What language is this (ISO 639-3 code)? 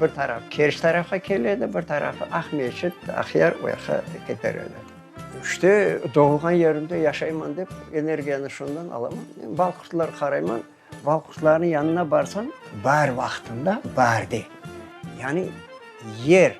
crh